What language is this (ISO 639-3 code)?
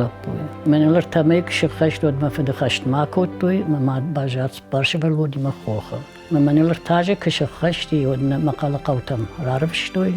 oss